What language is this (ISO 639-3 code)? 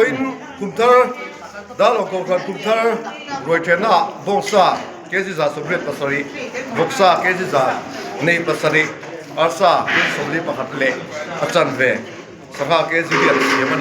lus